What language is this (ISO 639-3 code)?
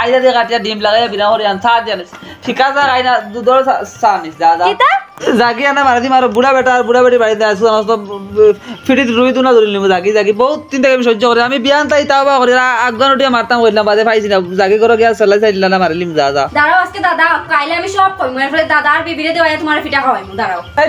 syl